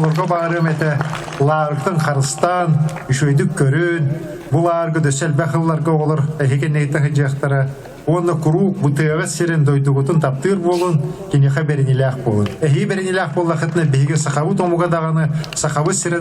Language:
Yakut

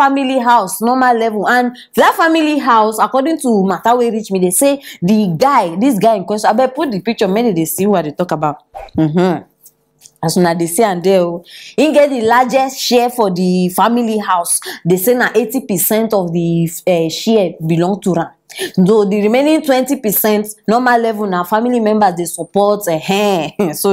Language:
Nigerian Pidgin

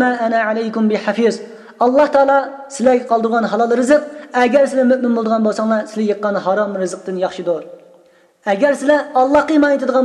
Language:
Uyghur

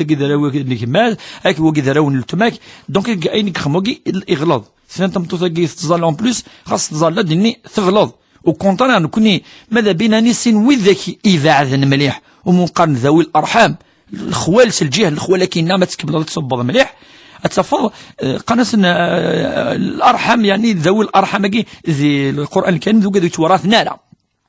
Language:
Kabyle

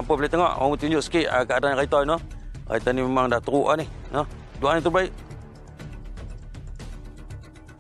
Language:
Malay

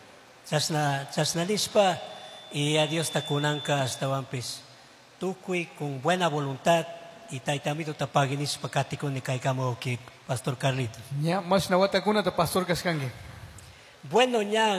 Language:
Chimborazo Highland Quichua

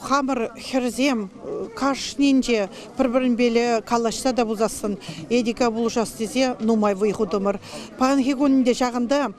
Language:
Chuvash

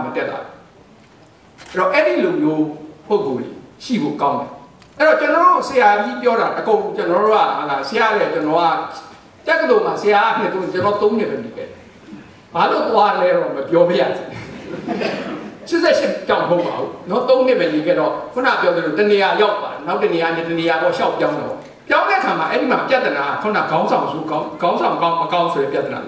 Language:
Burmese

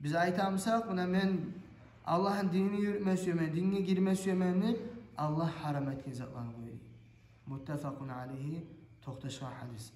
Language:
Kumyk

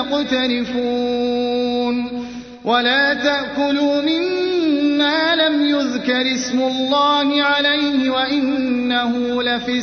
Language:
Arabic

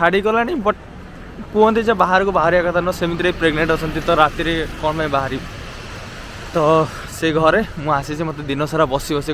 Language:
Odia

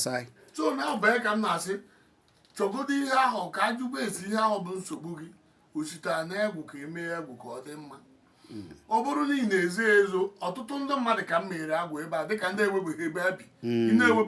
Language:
Igbo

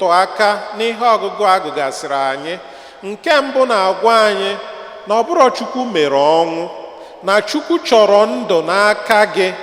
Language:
Igbo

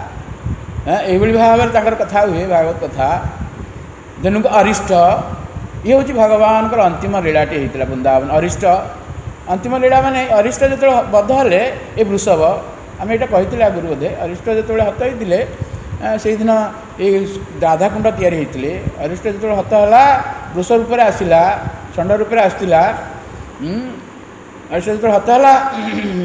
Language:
Odia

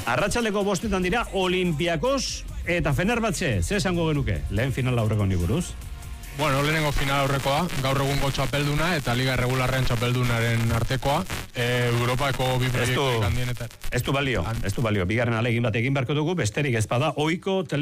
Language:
Basque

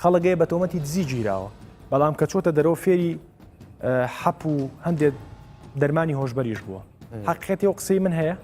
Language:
Central Kurdish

